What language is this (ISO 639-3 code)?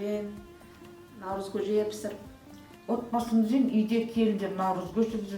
kaz